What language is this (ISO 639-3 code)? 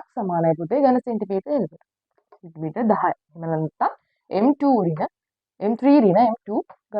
sin